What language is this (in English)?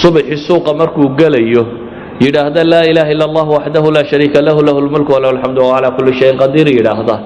Somali